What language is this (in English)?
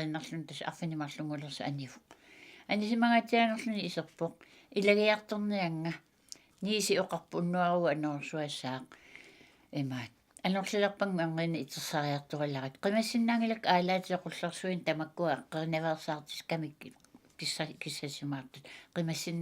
Kalaallisut